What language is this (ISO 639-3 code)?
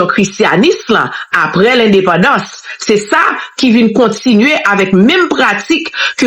hat